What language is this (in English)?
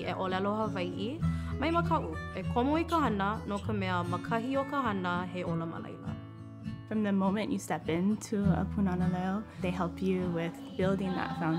Hawaiian